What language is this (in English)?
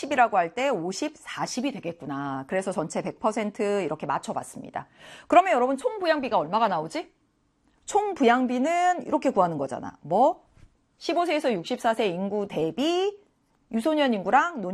Korean